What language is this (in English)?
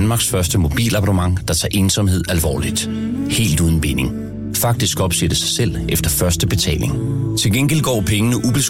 Danish